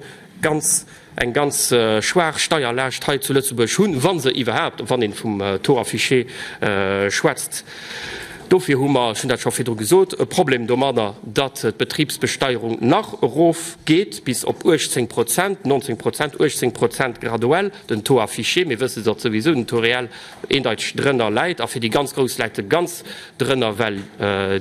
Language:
Luxembourgish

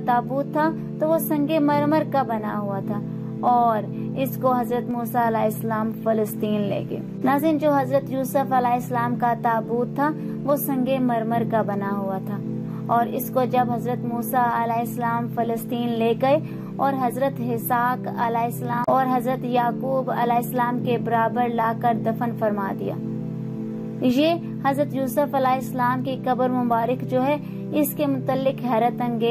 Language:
Urdu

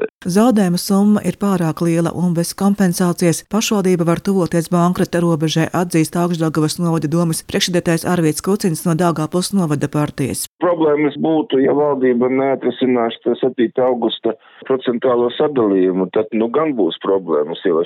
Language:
Latvian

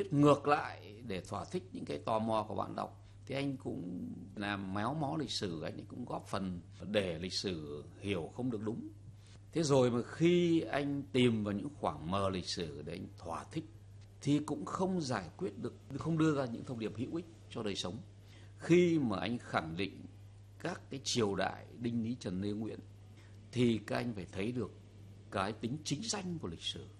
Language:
Vietnamese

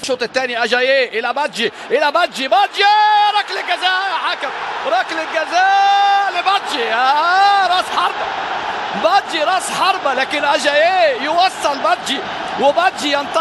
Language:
Egyptian Arabic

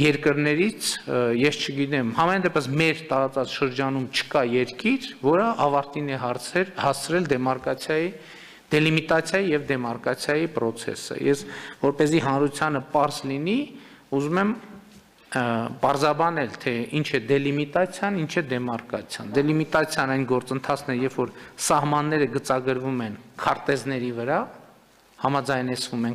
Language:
Armenian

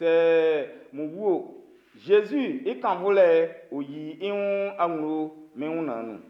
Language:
Baoulé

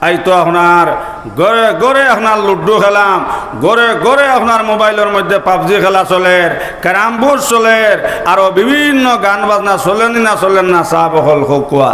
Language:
Sylheti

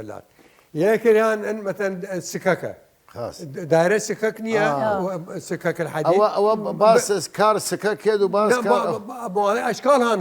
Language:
Southern Kurdish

